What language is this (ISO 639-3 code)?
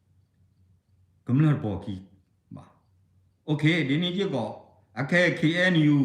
ksw